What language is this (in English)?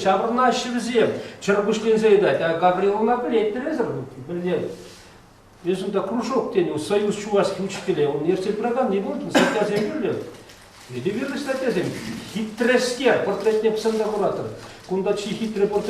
Chuvash